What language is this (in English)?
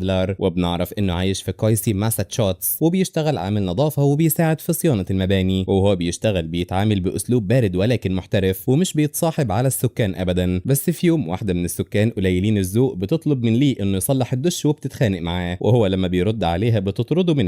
Egyptian Arabic